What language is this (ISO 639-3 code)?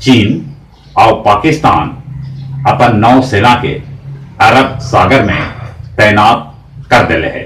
mag